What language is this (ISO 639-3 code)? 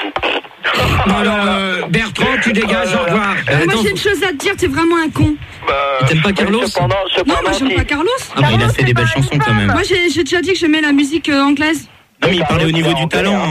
fra